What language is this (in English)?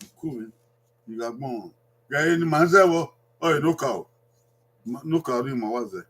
Bini